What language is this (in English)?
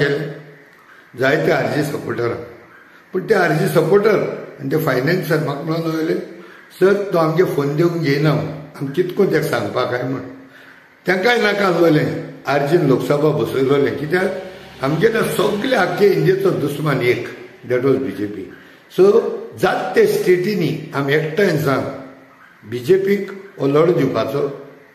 Konkani